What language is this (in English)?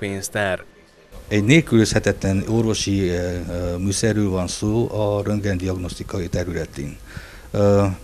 Hungarian